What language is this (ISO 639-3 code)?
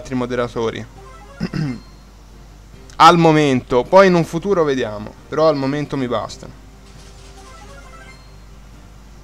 ita